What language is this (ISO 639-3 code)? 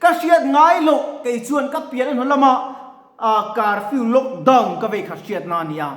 lus